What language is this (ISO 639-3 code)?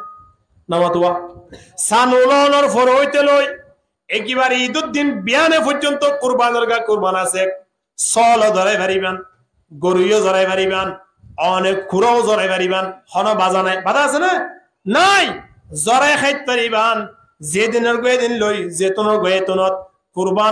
rhg